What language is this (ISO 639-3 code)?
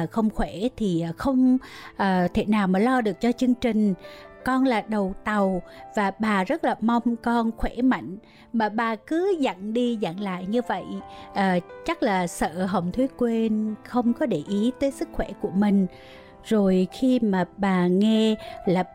vie